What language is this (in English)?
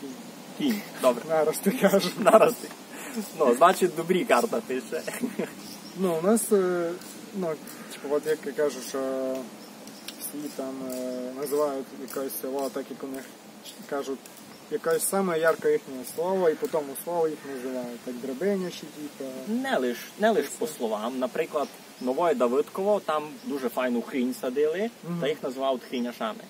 Rusyn